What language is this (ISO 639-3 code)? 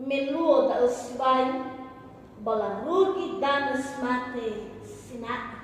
nia